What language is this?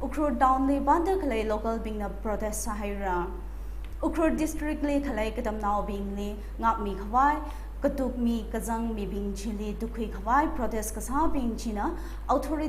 Tangkhul Naga (India)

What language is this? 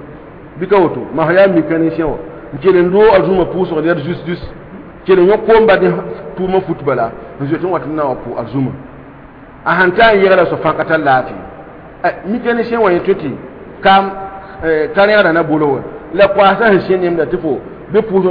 Mossi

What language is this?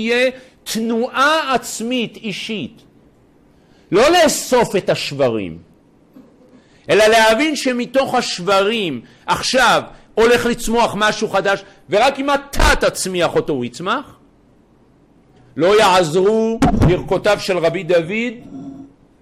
Hebrew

